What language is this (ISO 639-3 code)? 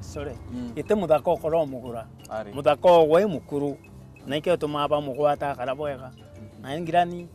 mer